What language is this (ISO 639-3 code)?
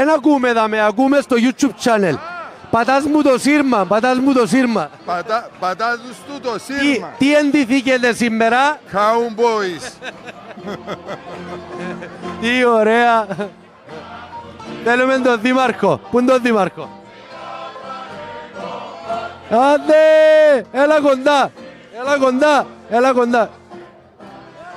ell